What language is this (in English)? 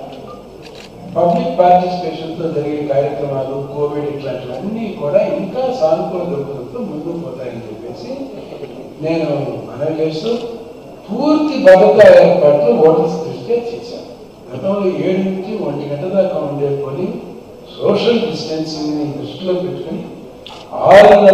Telugu